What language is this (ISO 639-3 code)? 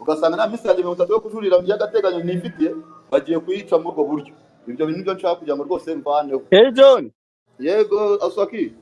kin